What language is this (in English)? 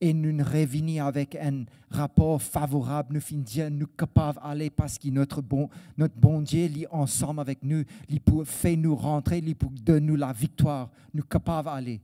Morisyen